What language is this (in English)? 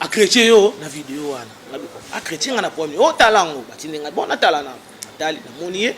Lingala